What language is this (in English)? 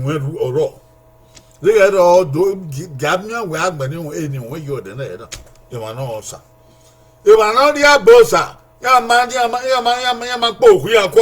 Bini